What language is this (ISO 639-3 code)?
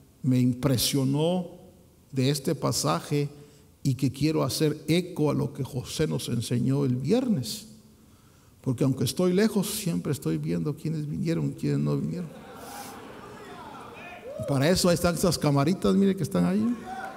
spa